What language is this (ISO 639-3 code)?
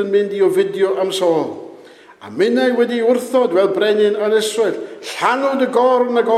cym